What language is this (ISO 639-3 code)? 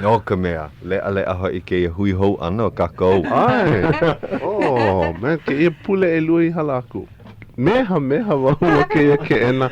haw